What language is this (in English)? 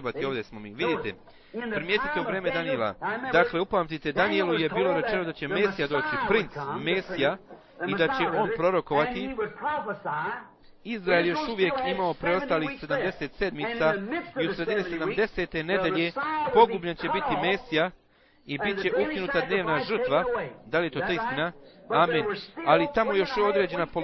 Bosnian